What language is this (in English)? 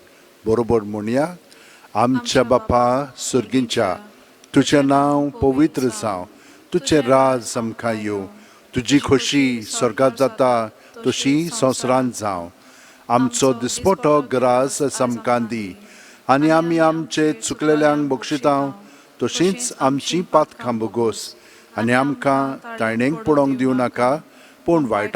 Konkani